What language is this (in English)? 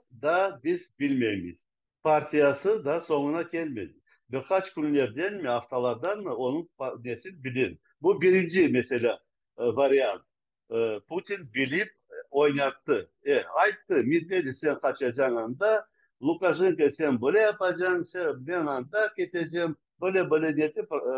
Crimean Tatar